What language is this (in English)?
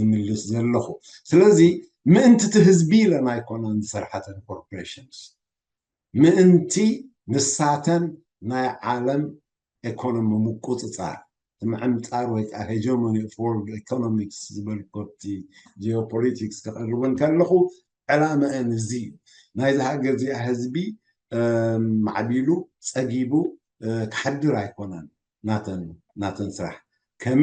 Tigrinya